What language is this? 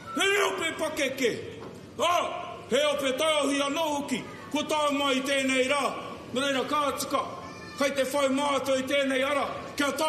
Māori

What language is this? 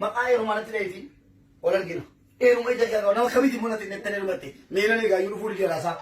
Oromo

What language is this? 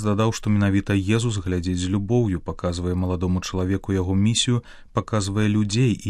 Belarusian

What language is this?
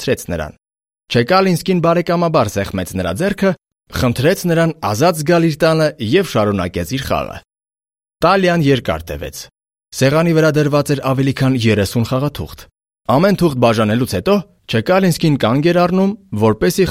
Armenian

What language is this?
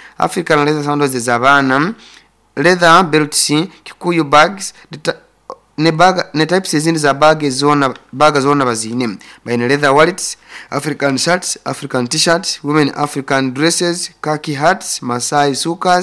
Nyoro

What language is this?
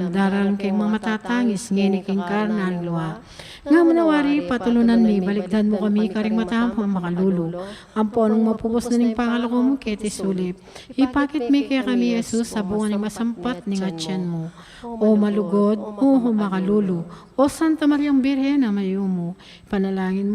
Pampanga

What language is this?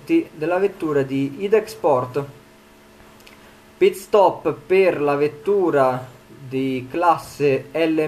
Italian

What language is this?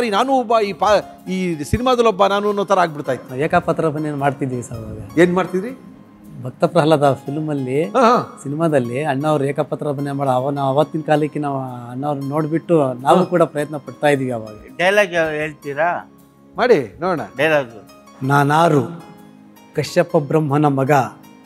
Kannada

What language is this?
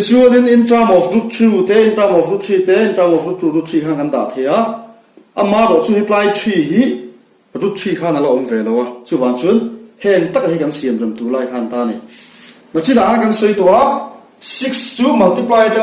Mizo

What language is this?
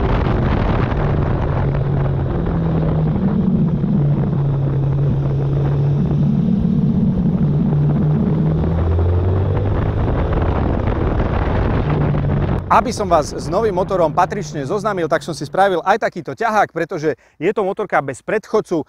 Slovak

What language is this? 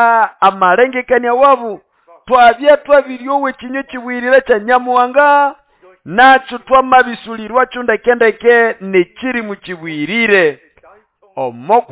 Nande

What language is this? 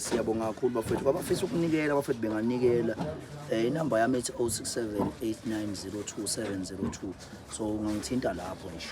Zulu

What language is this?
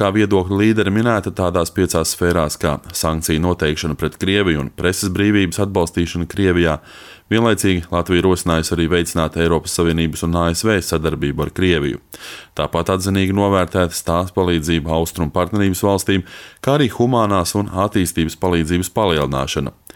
Latvian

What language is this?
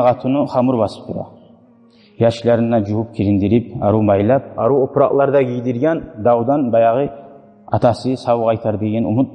Kumyk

